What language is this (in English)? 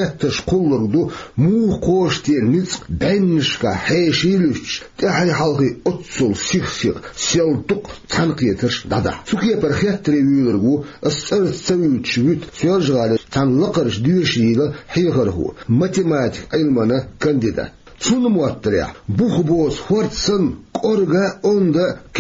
Chechen